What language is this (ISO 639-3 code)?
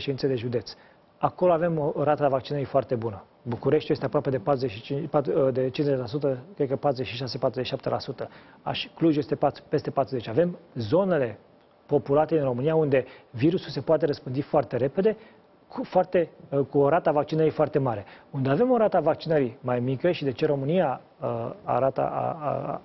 ron